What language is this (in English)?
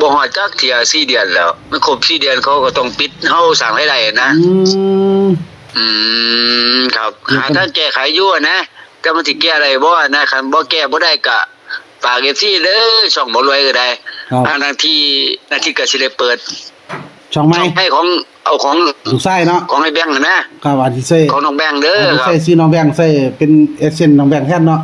Northeastern Thai